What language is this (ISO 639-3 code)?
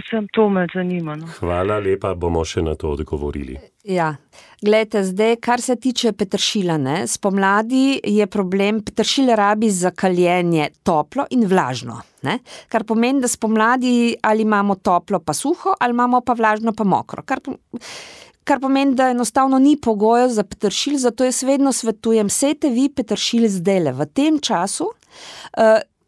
slv